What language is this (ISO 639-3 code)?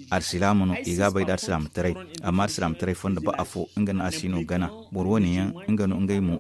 dje